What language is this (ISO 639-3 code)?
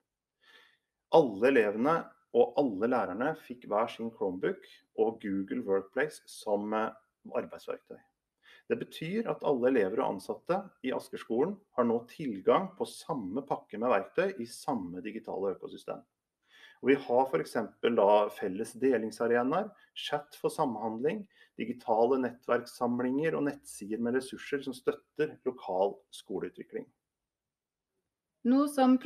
nor